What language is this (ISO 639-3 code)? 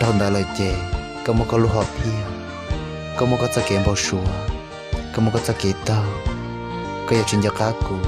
hmn